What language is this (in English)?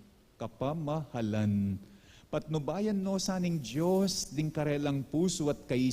Pampanga